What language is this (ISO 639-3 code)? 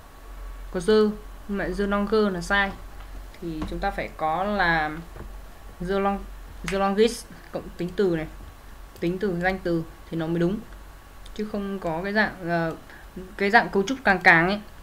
vie